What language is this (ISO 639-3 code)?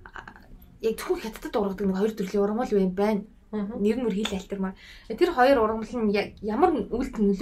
mon